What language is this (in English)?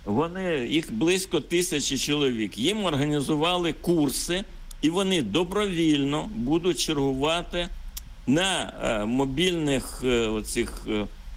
Ukrainian